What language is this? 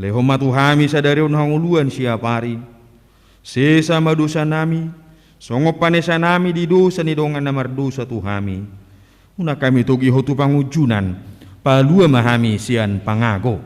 Batak Toba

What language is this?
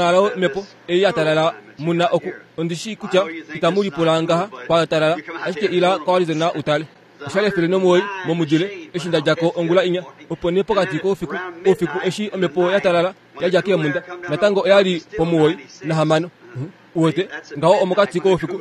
Kuanyama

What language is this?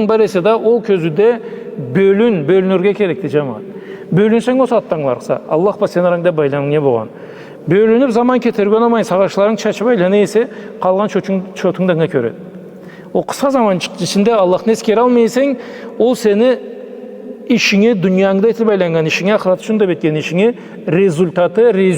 Karachay-Balkar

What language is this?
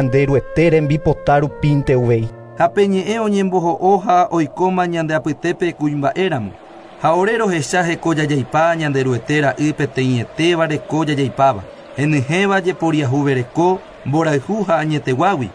Guarani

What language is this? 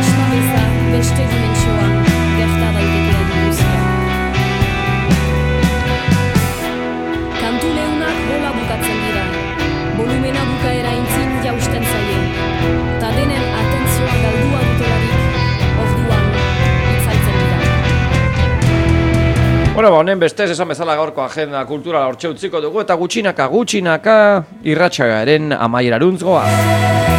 Basque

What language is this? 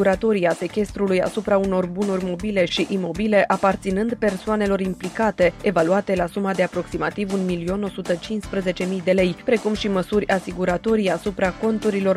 Romanian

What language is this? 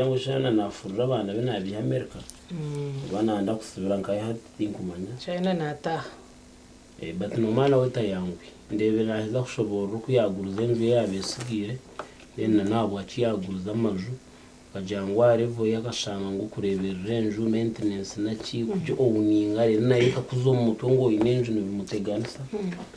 Nyankole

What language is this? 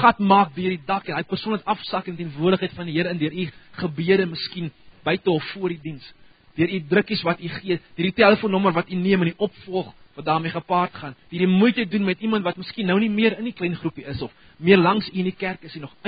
Afrikaans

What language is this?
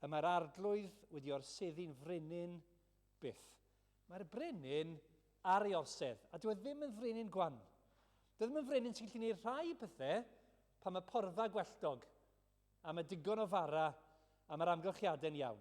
Welsh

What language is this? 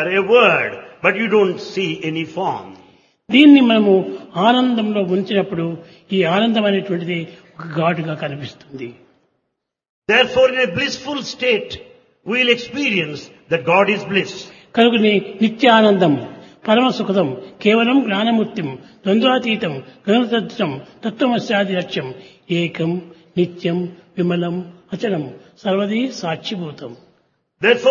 Telugu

